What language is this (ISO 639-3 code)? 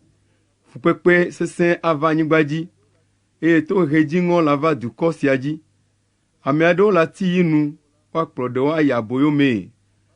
ewe